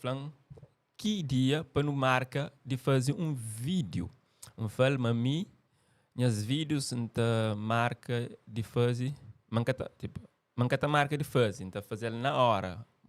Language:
Kabuverdianu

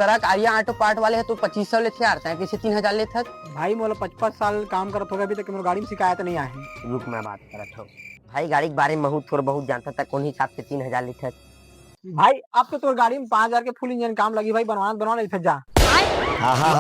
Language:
Chhattisgarhi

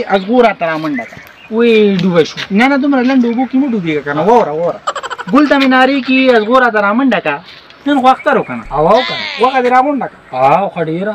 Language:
Pashto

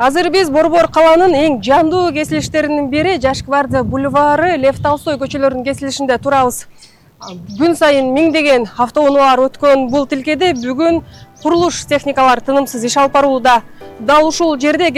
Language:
Kyrgyz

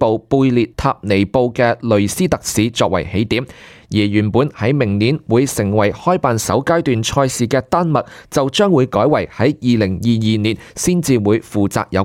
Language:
Cantonese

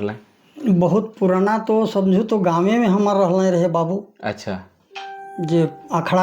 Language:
Sadri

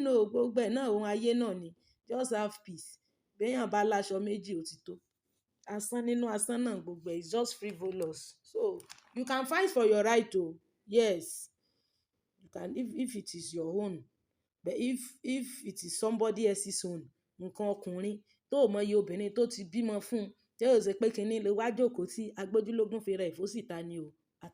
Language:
Yoruba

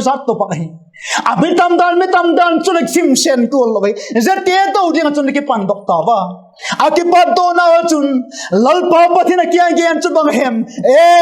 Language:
Vaiphei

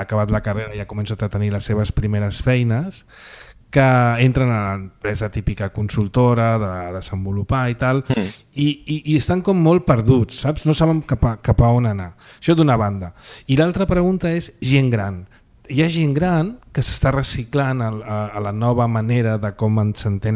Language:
Catalan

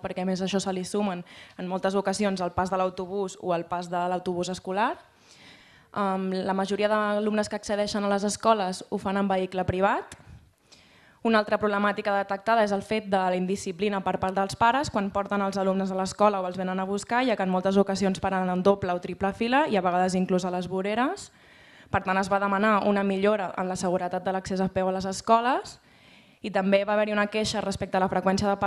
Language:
Catalan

